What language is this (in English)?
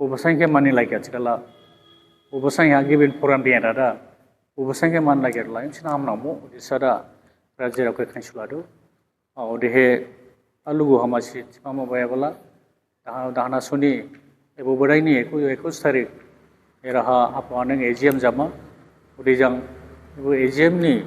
Dimasa